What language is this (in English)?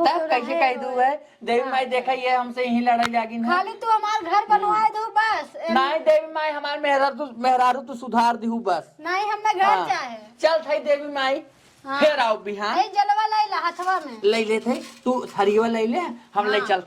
Awadhi